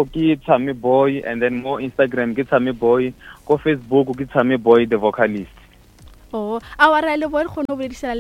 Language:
Northern Sotho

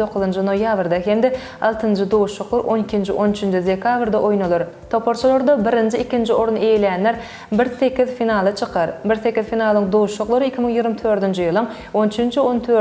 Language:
Turkmen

